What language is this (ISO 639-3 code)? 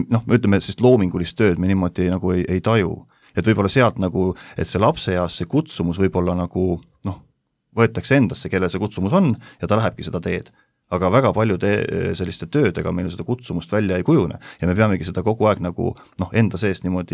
est